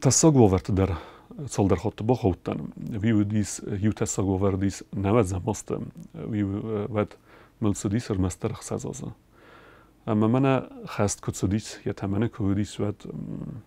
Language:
Ossetic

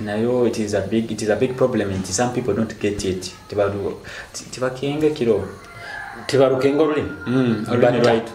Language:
Nyoro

